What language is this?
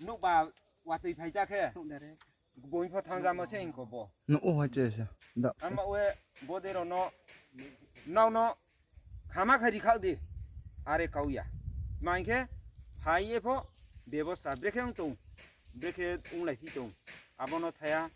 Riang (India)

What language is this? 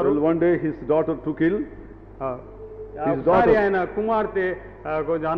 Telugu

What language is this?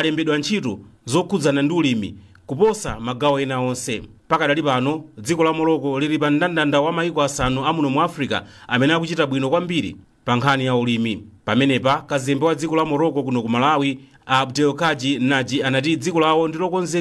Nyanja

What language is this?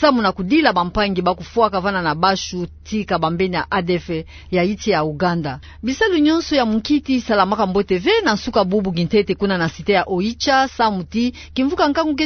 Kituba (Democratic Republic of Congo)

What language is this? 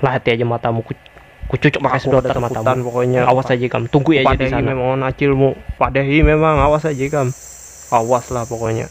Banjar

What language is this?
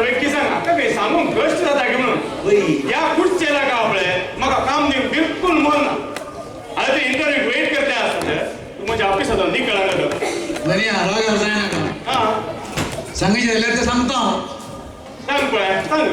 Konkani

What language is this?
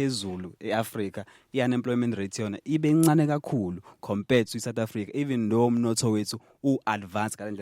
Zulu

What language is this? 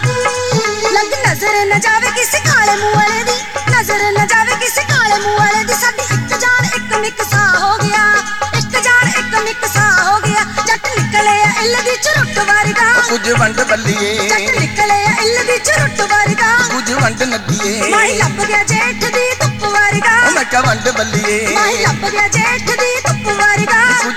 Punjabi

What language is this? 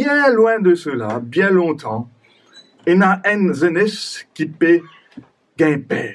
Morisyen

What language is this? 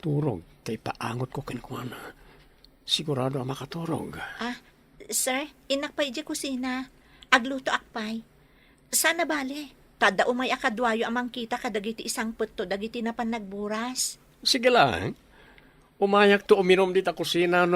Iloko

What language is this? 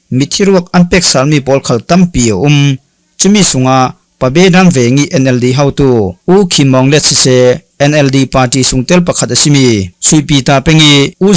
Falam Chin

